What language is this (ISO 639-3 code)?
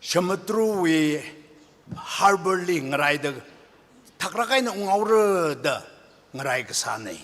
nmf